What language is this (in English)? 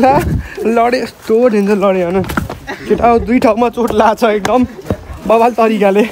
Nepali